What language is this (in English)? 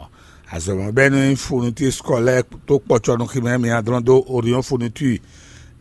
Fon